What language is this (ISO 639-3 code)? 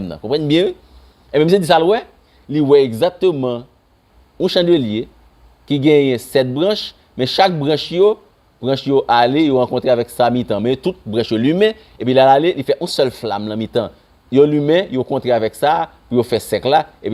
hat